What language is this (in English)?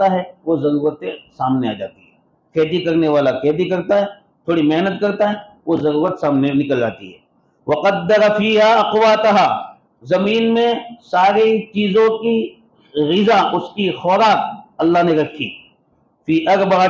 Urdu